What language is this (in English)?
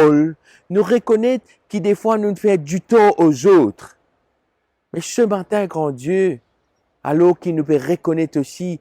Morisyen